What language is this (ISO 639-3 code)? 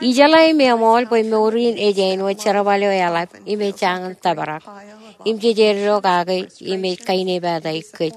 mah